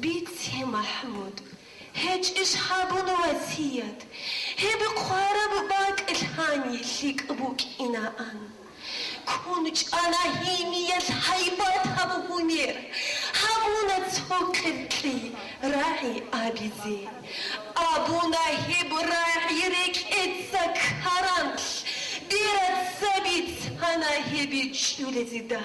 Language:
Avaric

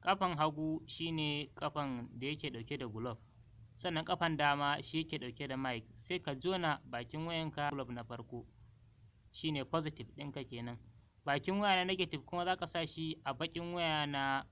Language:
Hausa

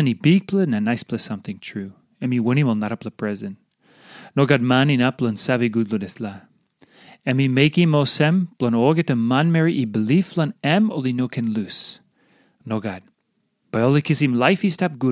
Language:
Tok Pisin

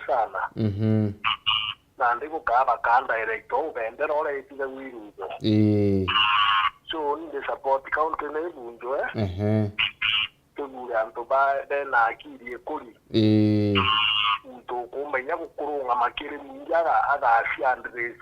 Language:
Meru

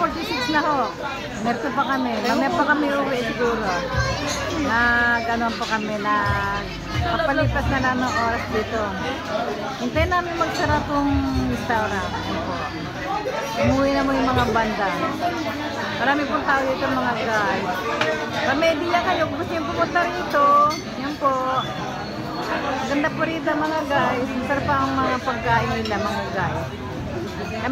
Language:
Filipino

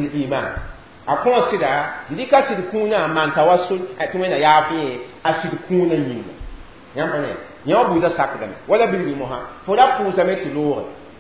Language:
Mossi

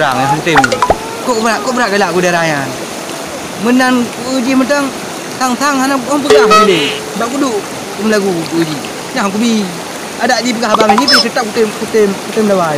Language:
Achinese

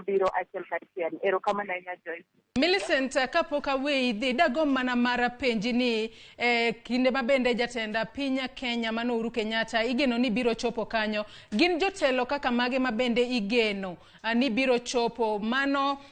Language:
Luo (Kenya and Tanzania)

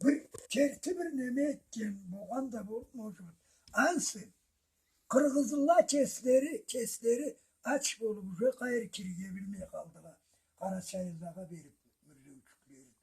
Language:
Karachay-Balkar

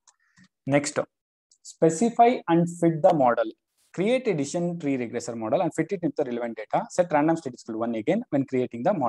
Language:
Kannada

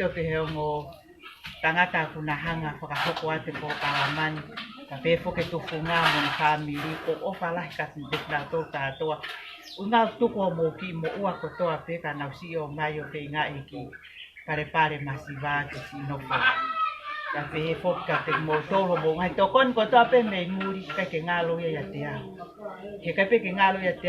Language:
Tongan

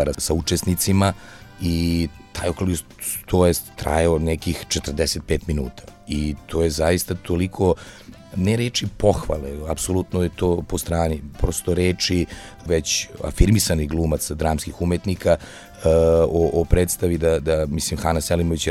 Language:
Serbian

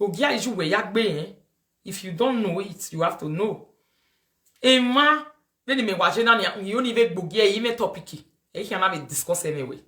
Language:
Nigerian Pidgin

